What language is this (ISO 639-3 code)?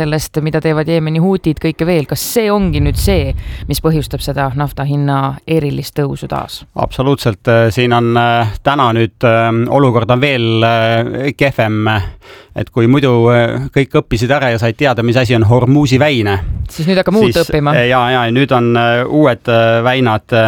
est